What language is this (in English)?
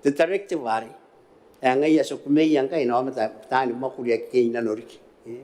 Gilbertese